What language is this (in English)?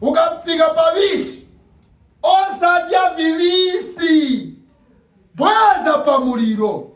Nyanja